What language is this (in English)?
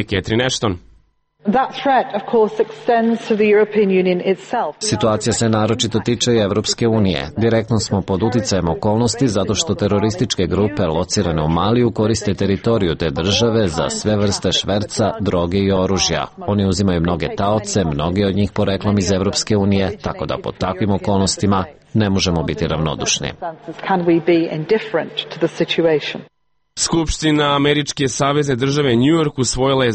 Serbian